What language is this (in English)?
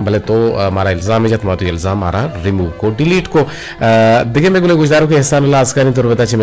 Eastern Balochi